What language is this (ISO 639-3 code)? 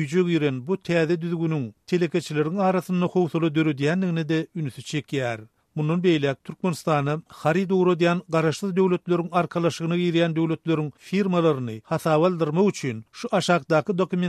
tuk